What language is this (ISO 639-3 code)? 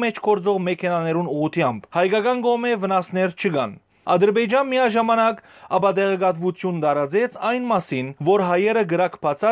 hyw